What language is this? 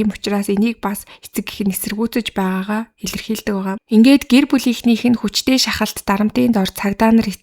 Mongolian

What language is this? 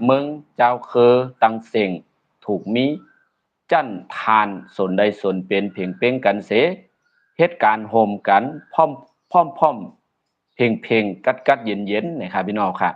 Shan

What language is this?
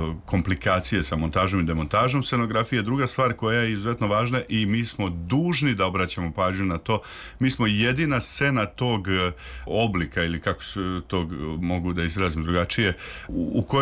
Serbian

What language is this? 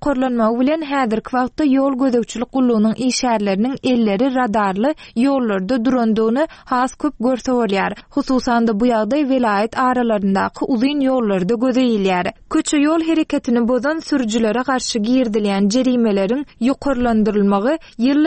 Turkmen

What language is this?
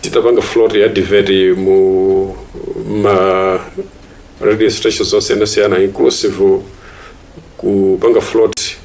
Nyanja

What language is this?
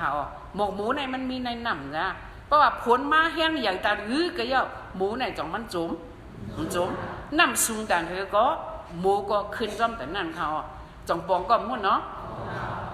Shan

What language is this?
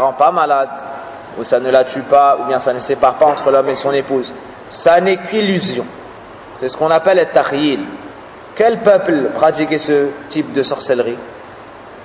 French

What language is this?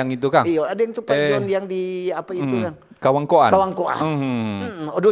Manado Malay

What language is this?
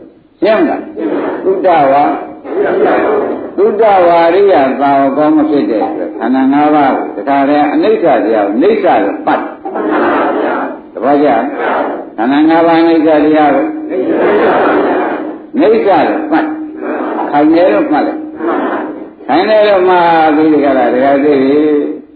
Burmese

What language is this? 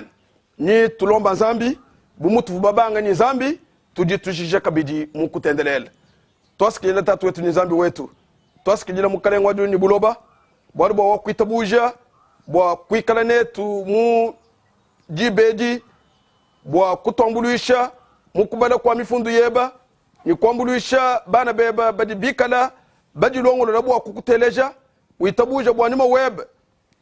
Luba-Lulua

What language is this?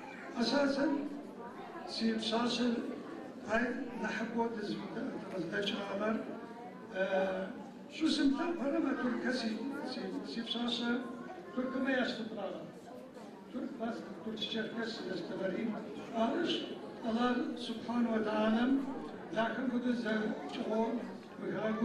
Adyghe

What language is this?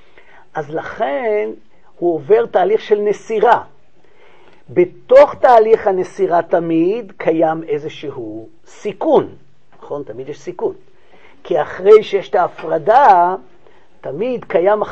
Hebrew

